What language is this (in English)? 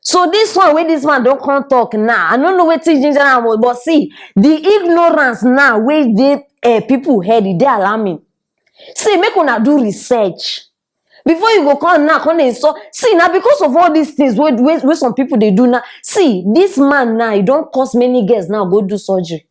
Nigerian Pidgin